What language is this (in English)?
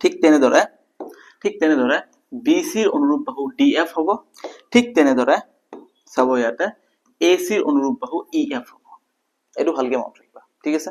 Assamese